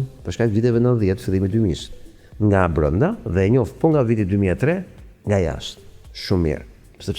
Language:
Albanian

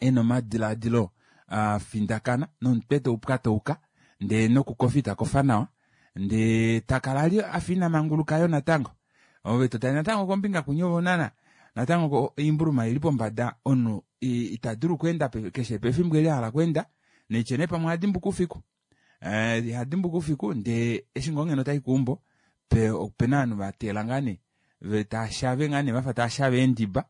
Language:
Kuanyama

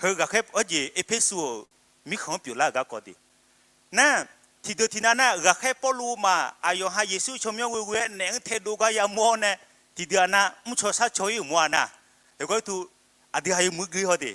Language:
Akha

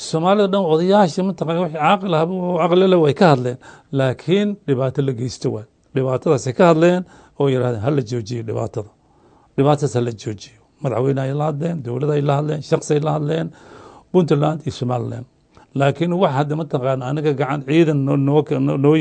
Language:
Somali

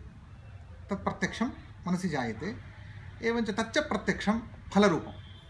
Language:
Sanskrit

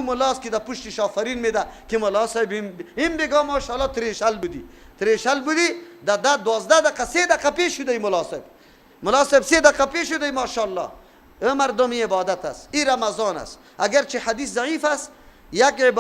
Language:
Persian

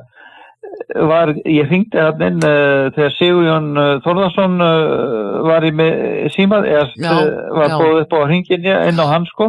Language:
Icelandic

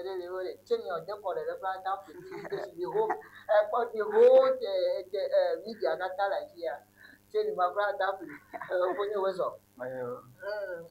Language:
Ewe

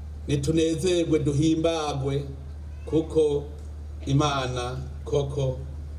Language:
Rundi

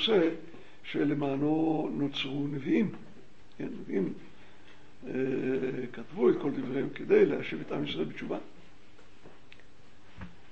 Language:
Hebrew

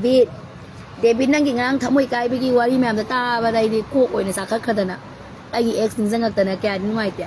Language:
Manipuri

